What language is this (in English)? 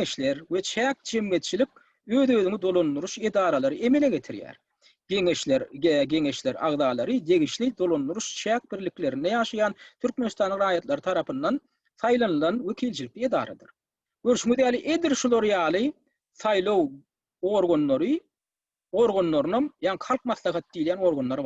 Turkmen